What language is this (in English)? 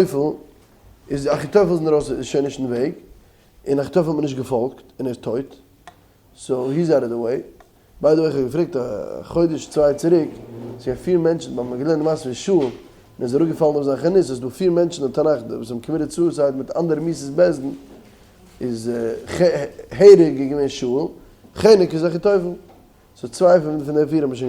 Yiddish